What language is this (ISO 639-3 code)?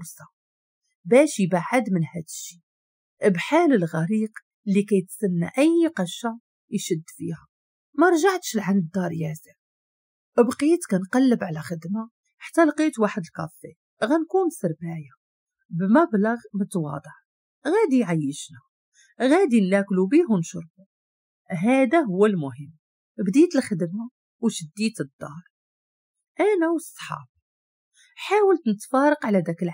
ary